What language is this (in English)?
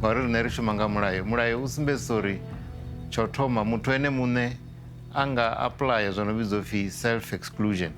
Venda